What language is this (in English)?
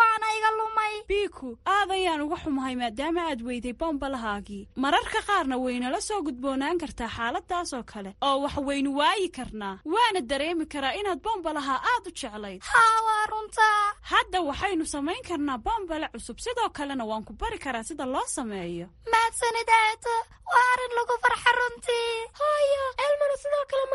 Somali